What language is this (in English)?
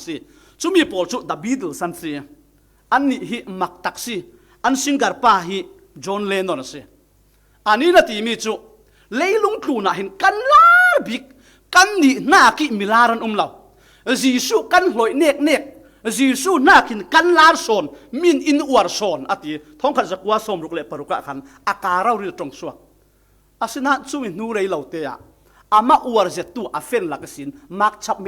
Falam Chin